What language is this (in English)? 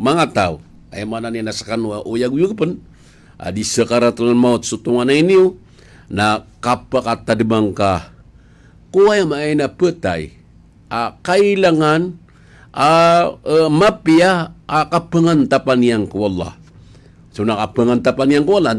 Maranao